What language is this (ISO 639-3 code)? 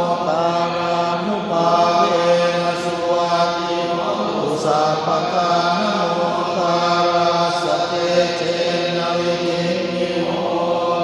pli